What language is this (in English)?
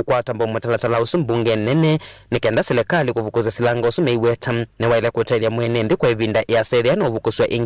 Kamba